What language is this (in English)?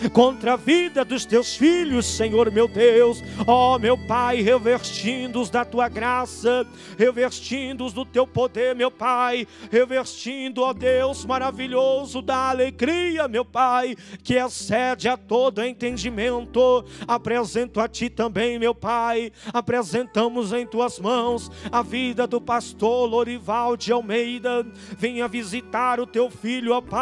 Portuguese